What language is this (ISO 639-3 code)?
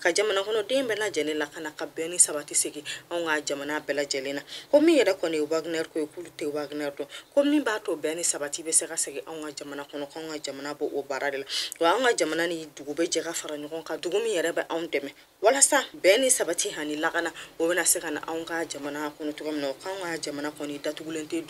bam